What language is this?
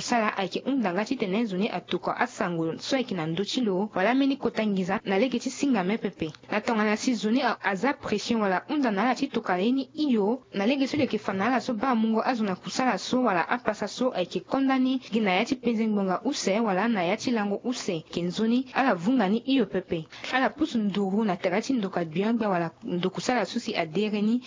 Sango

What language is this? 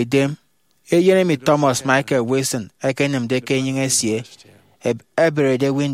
Efik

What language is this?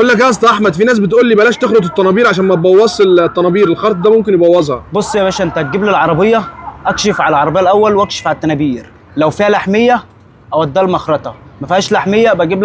Egyptian Arabic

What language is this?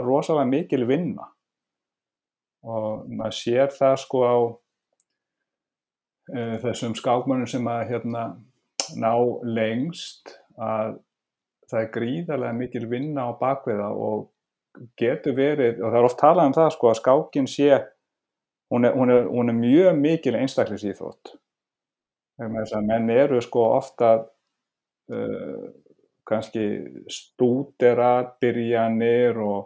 Icelandic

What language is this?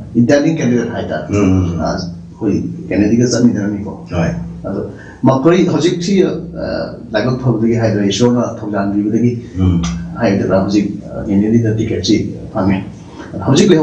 Manipuri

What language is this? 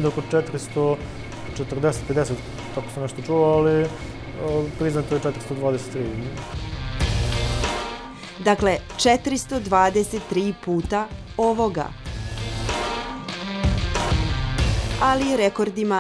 Serbian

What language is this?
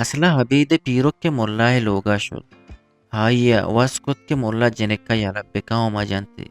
Eastern Balochi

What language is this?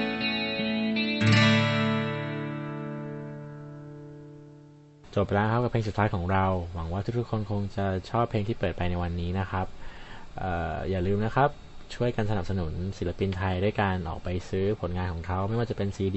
Thai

